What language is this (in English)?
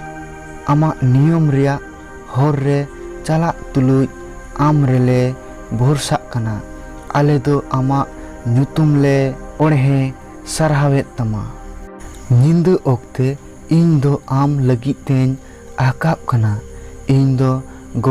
Santali